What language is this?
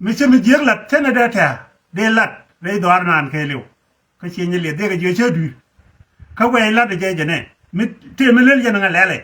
Nuer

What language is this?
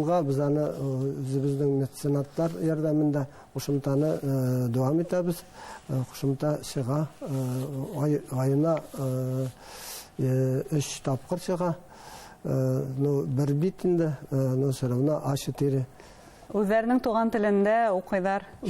Bashkir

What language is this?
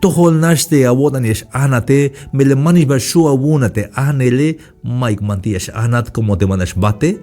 Tzeltal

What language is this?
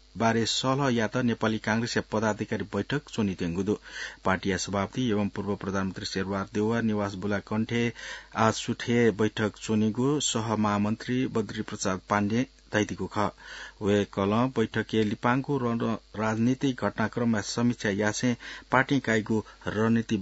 Newari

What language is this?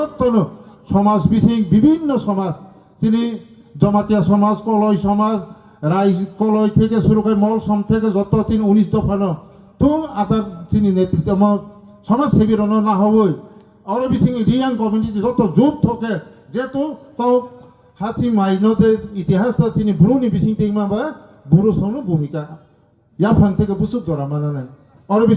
Riang (India)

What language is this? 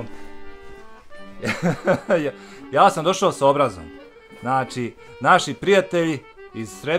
Bosnian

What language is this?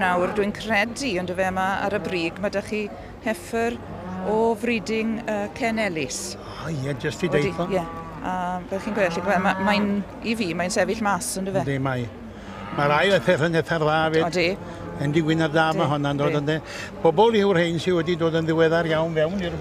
Welsh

